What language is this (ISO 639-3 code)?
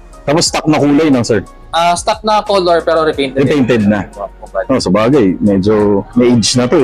fil